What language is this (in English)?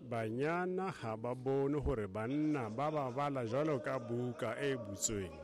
Tswana